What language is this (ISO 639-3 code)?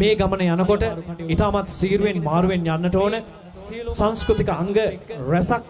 sin